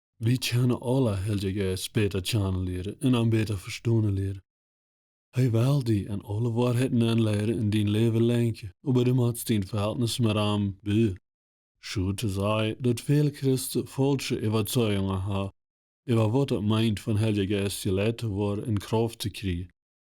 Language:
Plautdietsch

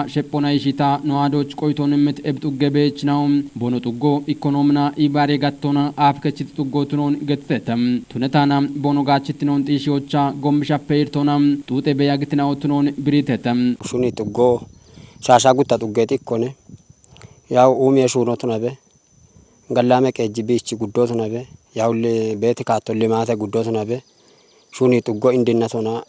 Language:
Kafa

